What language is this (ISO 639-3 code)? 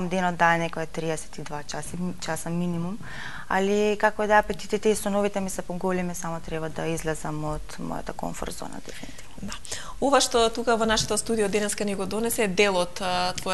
mkd